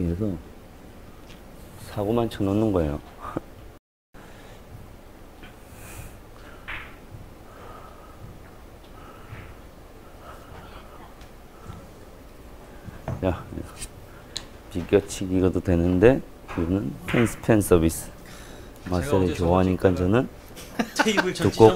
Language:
Korean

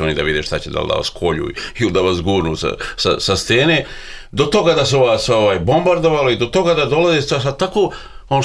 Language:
Serbian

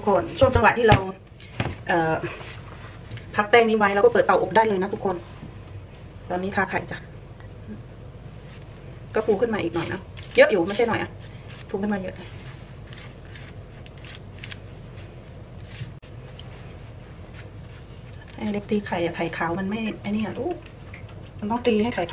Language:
Thai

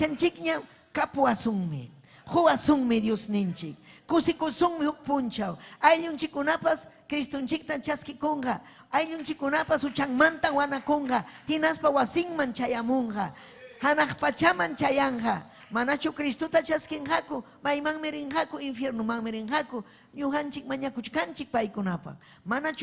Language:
Ayacucho Quechua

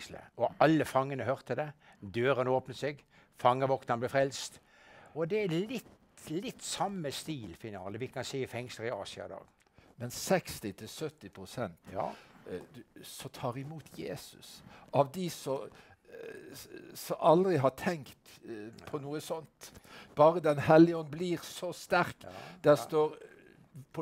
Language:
Norwegian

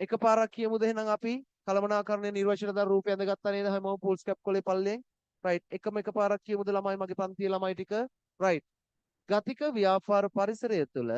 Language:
Sinhala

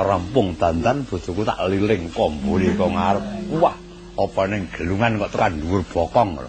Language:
Javanese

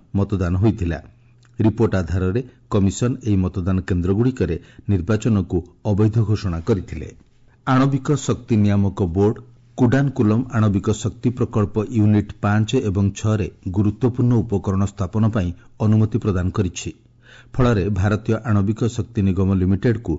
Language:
Odia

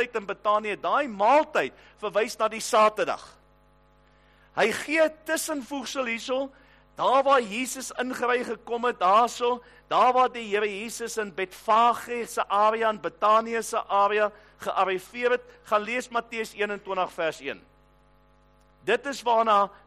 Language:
Afrikaans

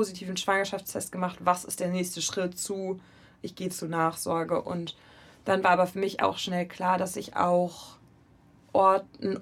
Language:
German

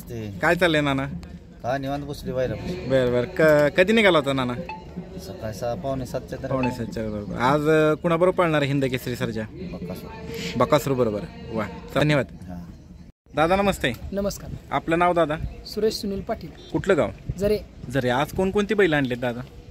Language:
Marathi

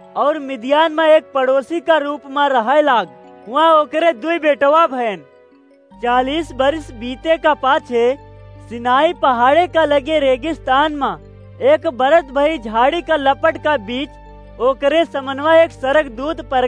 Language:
Awadhi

